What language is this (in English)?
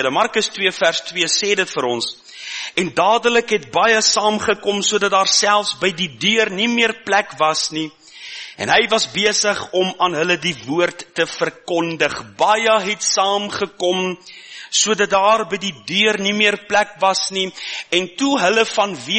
Afrikaans